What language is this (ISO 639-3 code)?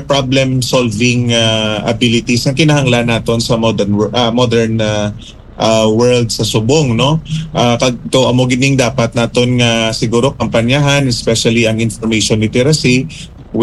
hil